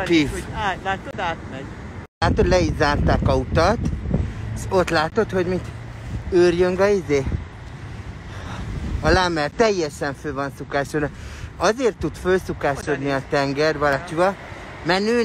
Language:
Hungarian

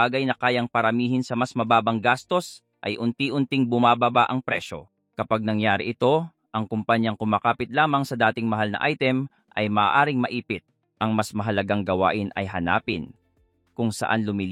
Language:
Filipino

